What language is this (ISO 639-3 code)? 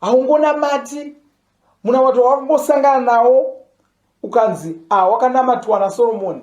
sna